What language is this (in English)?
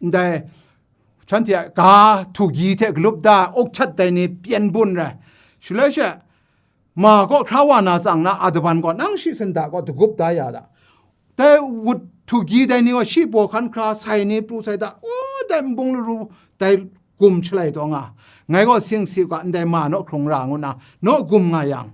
Kachin